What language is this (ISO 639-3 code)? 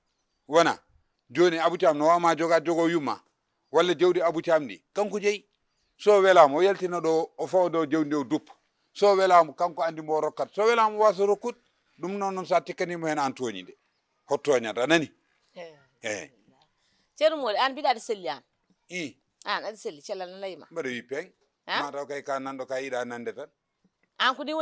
ful